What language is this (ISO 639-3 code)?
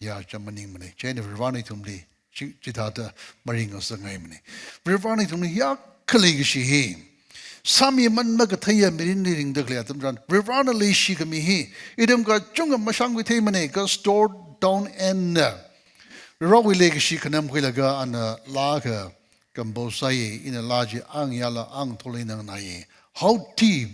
nmf